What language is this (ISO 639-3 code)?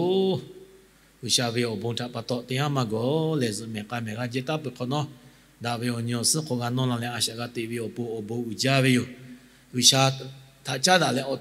lhu